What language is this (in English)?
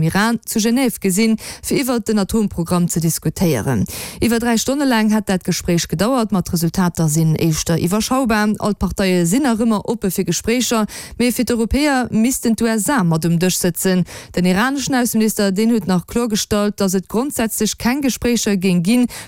Luxembourgish